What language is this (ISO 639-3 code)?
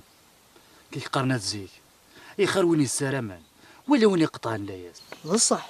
kab